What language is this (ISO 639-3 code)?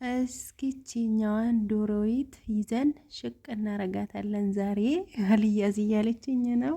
amh